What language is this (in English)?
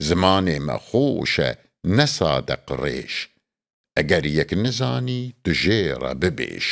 Kurdish